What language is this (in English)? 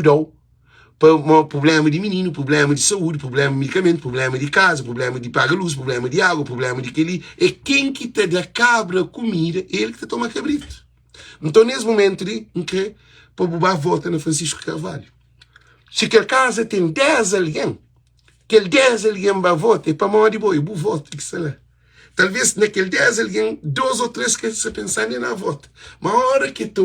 Kabuverdianu